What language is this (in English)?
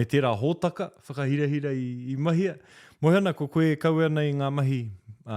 Māori